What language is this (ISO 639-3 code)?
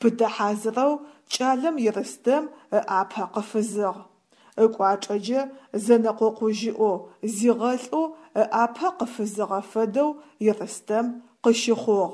ady